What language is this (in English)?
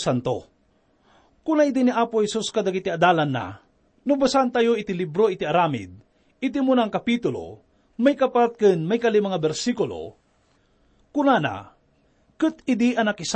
Iloko